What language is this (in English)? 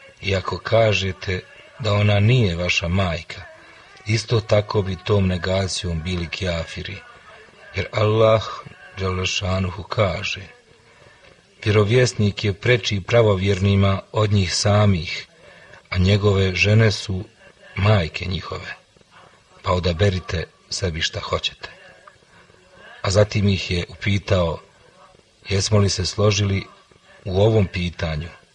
Bosnian